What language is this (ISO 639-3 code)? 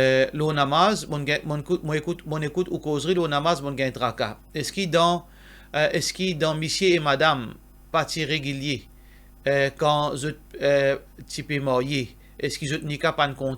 mfe